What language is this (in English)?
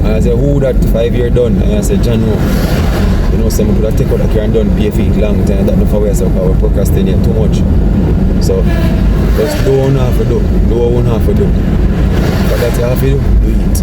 Jamaican Creole English